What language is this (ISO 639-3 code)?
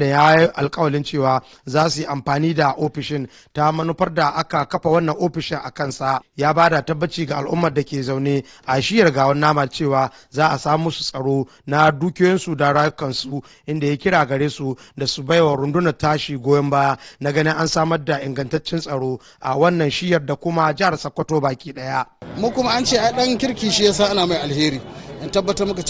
hau